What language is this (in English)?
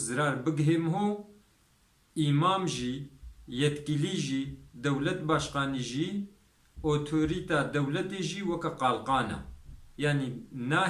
Kurdish